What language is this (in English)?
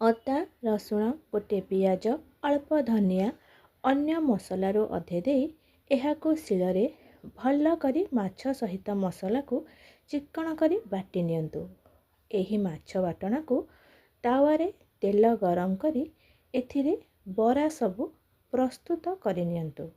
Odia